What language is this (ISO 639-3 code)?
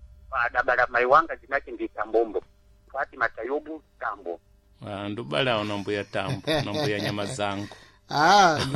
seh